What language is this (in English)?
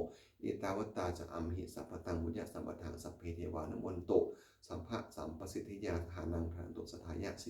Pali